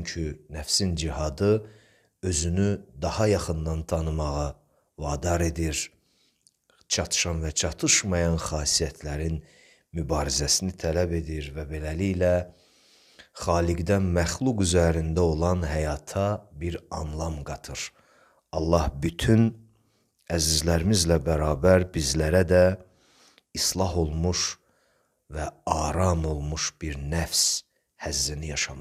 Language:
Azerbaijani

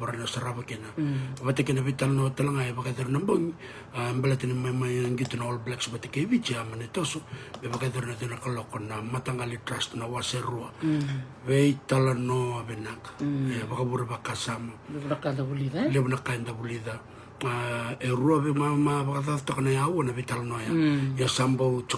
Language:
Fijian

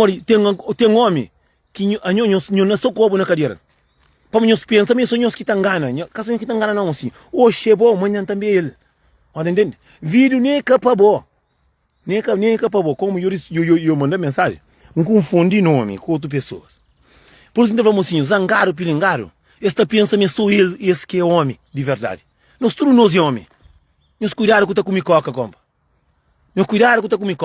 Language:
Kabuverdianu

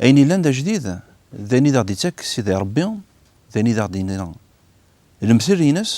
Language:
Kabyle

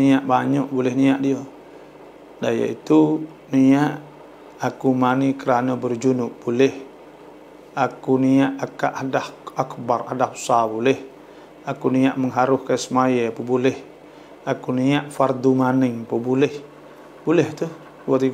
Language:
Malay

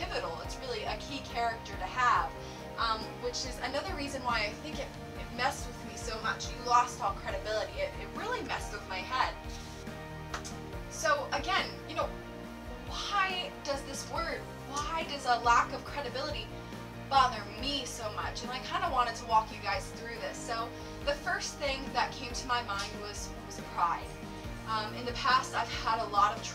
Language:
English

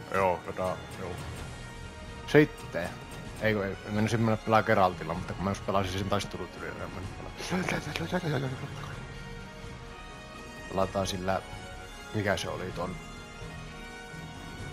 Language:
Finnish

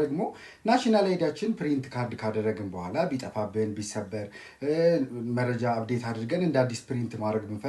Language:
Amharic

